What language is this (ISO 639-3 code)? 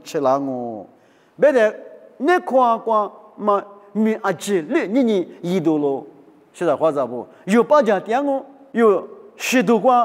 lis